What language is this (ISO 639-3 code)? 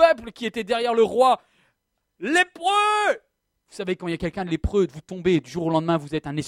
fra